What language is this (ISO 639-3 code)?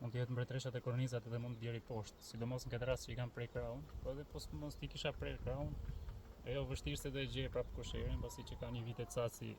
sqi